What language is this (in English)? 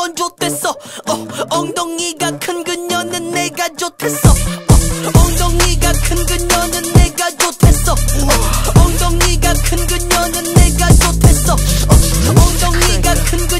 Korean